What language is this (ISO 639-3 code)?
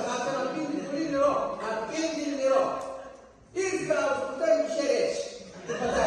pnt